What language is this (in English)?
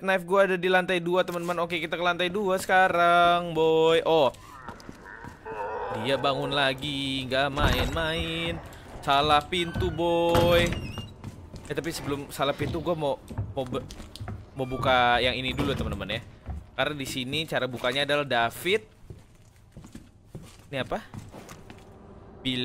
Indonesian